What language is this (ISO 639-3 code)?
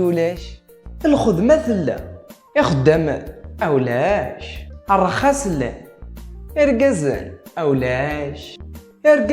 kab